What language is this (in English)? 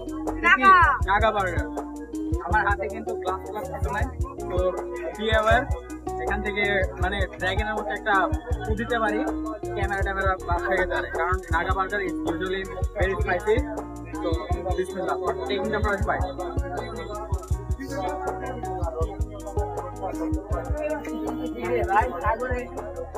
Bangla